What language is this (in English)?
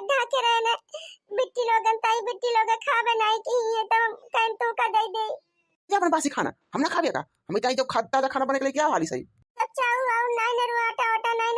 Awadhi